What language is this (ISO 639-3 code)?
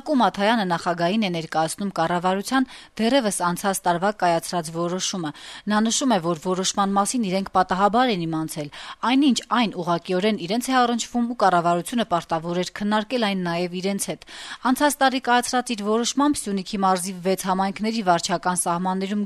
hye